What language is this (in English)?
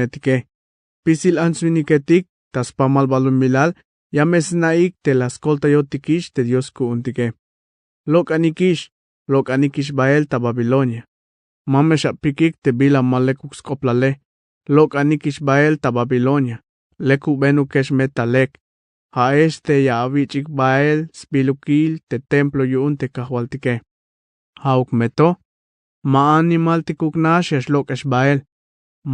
Tzeltal